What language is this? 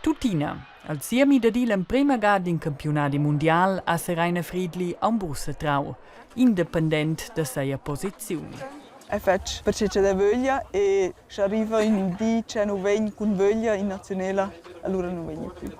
Romansh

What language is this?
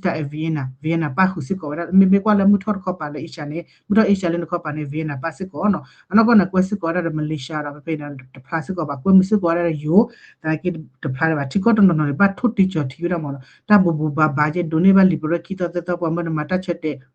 S'gaw Karen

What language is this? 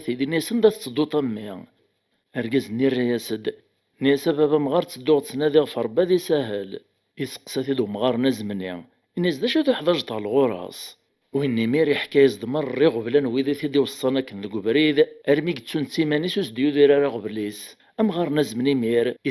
Kabyle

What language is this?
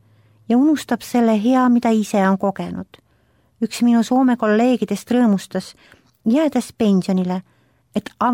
Estonian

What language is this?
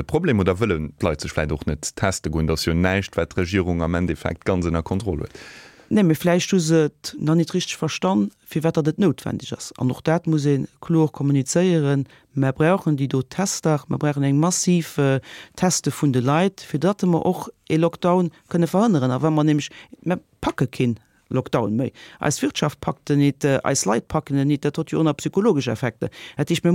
Luxembourgish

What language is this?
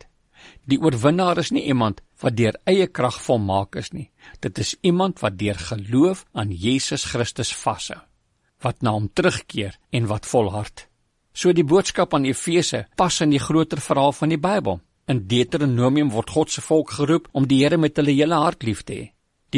Afrikaans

